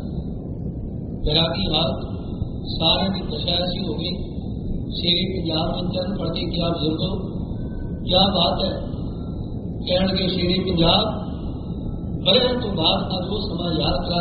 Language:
Punjabi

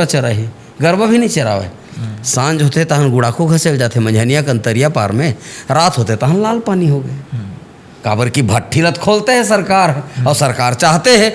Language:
Chhattisgarhi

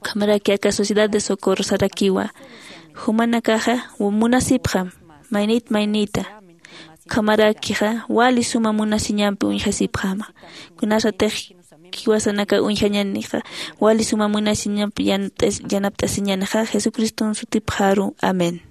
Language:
Aymara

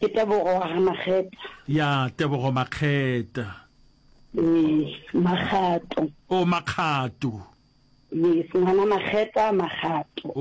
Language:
Northern Sotho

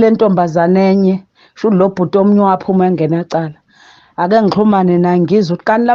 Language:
Zulu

